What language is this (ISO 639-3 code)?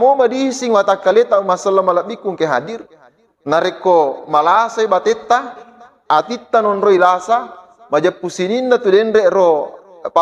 bug